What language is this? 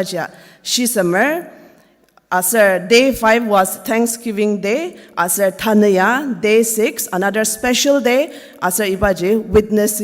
Ao Naga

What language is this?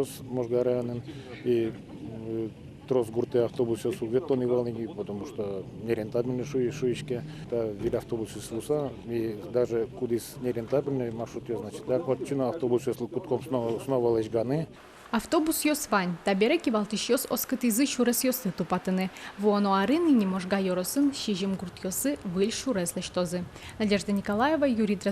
Udmurt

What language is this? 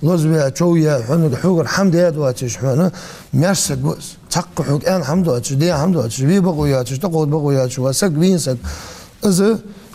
Ingush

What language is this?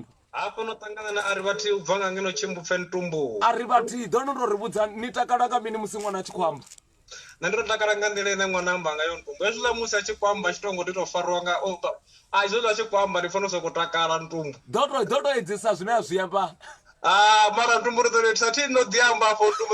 Venda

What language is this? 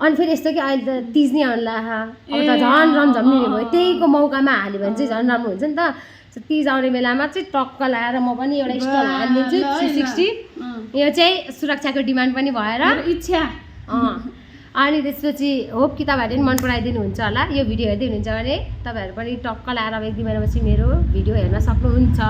Nepali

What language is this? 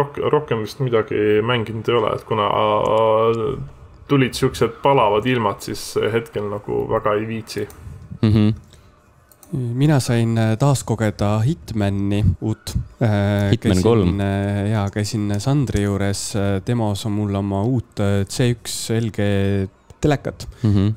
Estonian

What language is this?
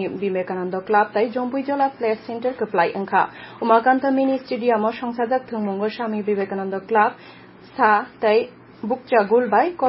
Kok Borok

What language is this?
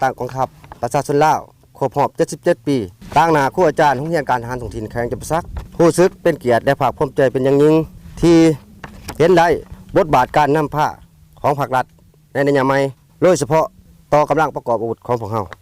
Lao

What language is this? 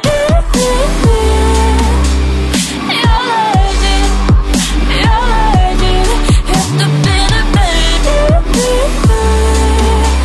Ukrainian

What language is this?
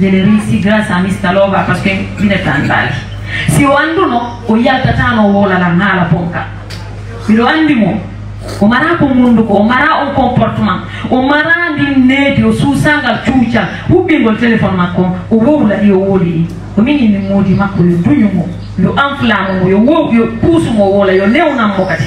Fula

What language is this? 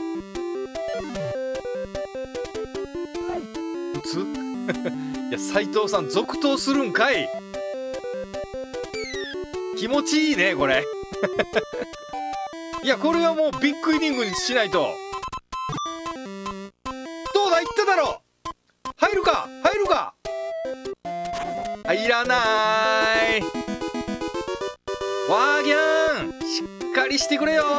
Japanese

